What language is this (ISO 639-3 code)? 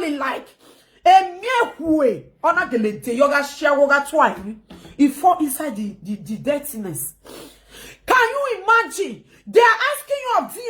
pcm